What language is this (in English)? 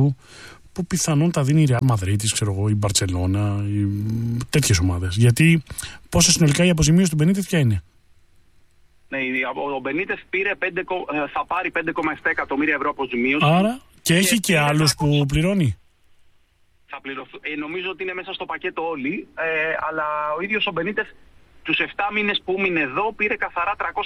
Greek